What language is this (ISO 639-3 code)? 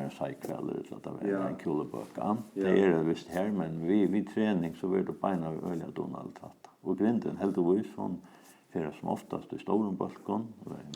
fao